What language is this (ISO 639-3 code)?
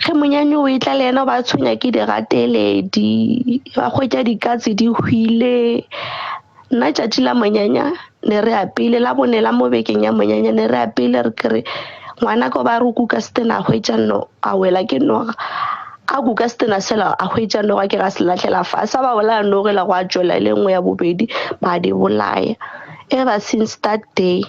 nso